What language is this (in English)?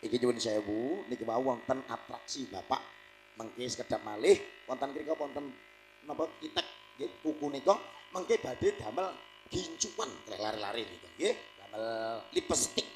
Javanese